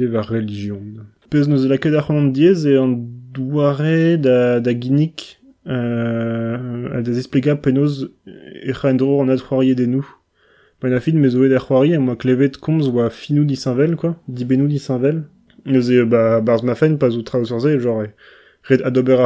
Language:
Breton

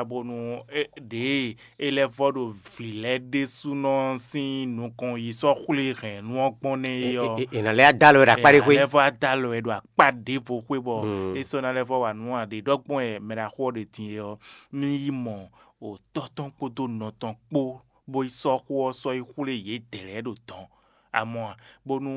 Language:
Fon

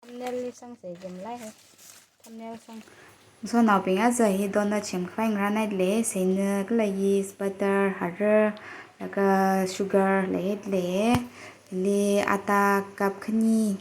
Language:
Tangkhul Naga (India)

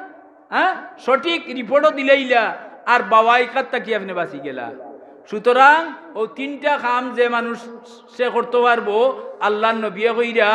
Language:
Sylheti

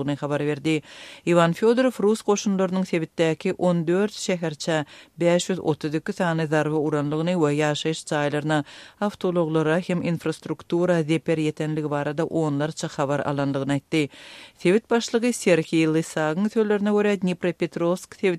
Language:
Turkmen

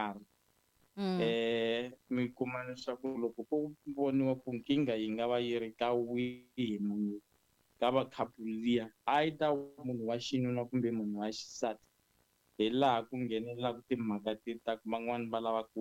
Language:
Tsonga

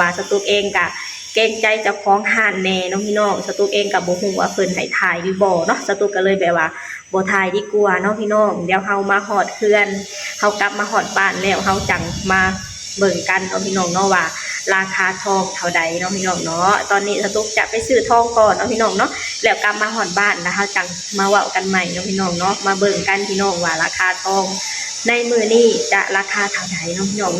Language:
Lao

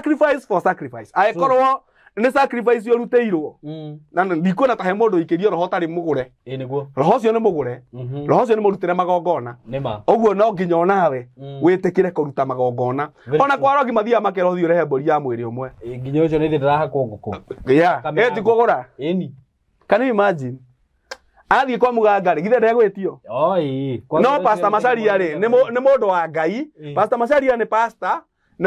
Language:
Kikuyu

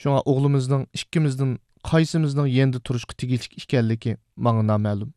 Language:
Uyghur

